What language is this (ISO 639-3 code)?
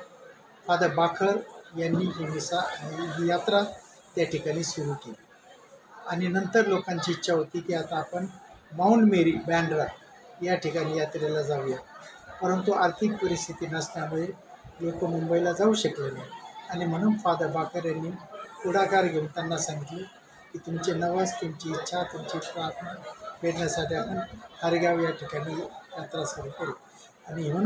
mar